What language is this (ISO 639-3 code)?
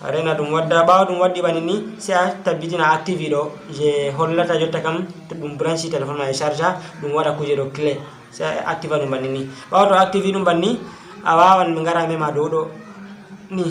ful